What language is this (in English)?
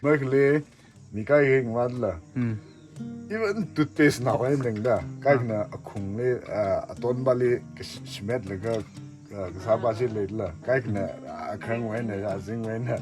Tangkhul Naga (India)